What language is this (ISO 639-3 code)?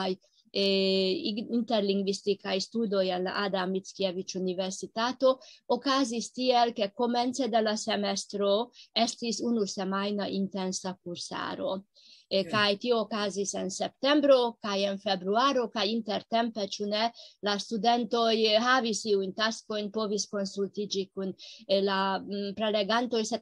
epo